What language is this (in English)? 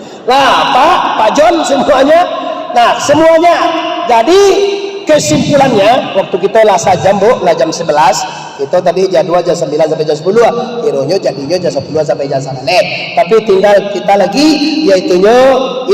Minangkabau